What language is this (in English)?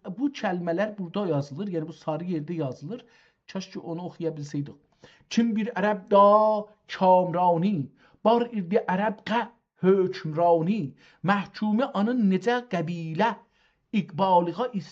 South Azerbaijani